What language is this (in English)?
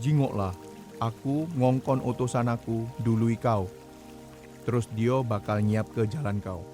Musi